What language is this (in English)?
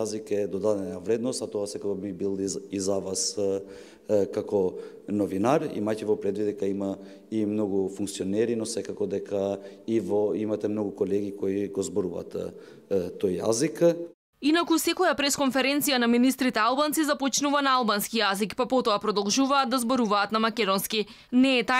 Macedonian